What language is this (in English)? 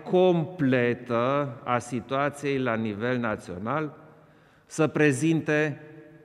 Romanian